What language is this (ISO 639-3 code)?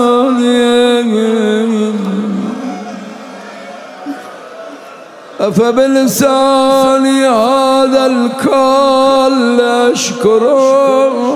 fas